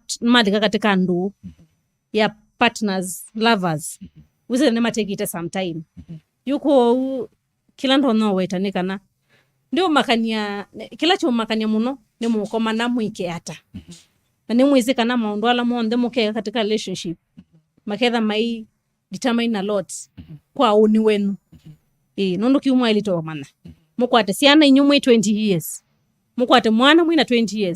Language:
Kamba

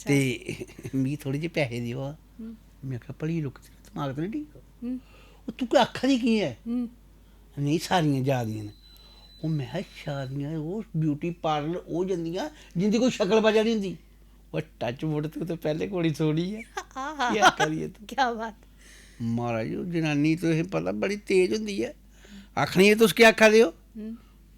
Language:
Dogri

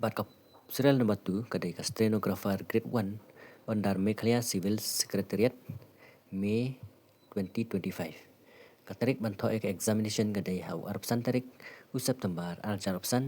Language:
Khasi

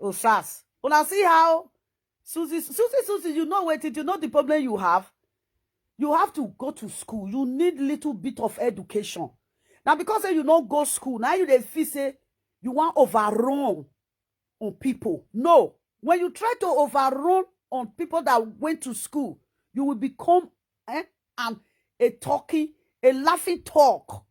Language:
Nigerian Pidgin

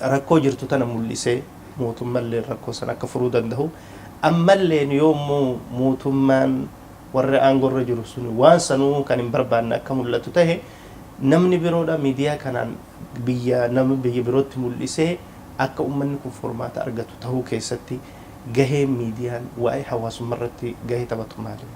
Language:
Oromo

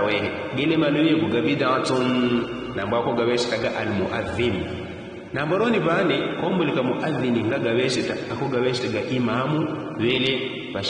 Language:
Yao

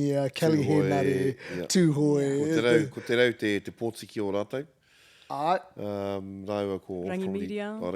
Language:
Māori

